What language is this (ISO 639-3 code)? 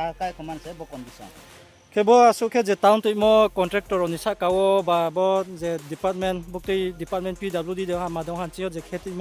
ria